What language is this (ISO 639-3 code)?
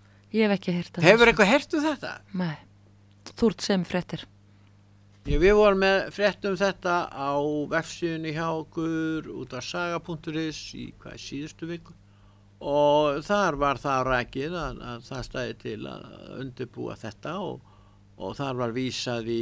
isl